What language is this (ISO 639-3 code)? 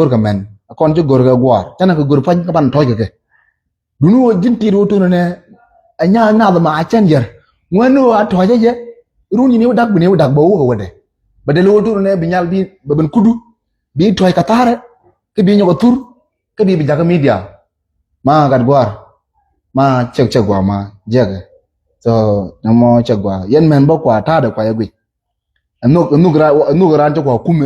nus